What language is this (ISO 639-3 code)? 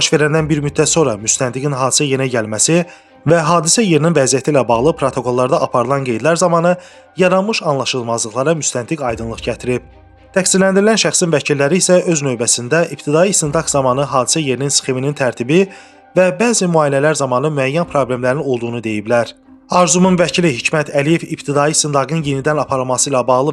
aze